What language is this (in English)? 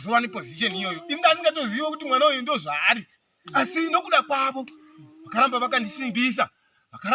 Shona